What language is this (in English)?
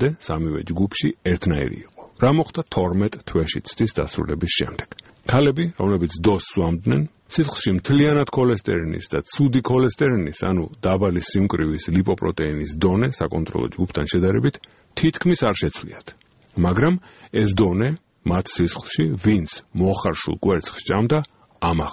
Georgian